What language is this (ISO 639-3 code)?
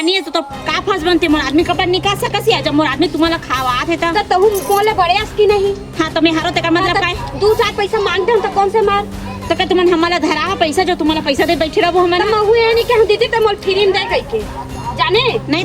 hne